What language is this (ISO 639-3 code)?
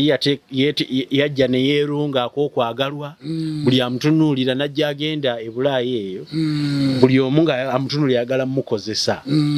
lug